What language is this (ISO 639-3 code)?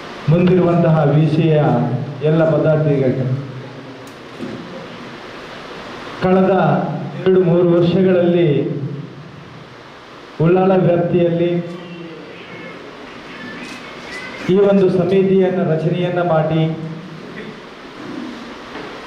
kan